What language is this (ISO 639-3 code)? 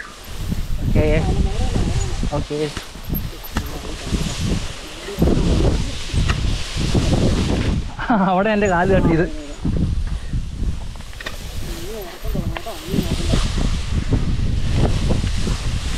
mal